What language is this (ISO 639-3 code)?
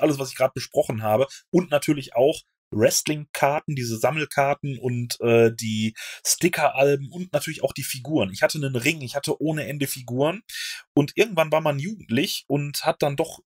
deu